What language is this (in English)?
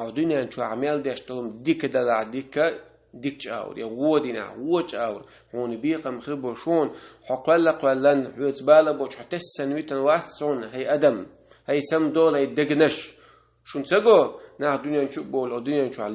Chechen